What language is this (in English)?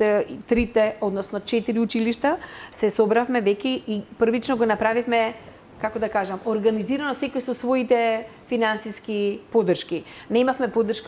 Macedonian